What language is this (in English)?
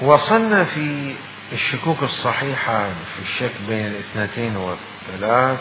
Mesopotamian Arabic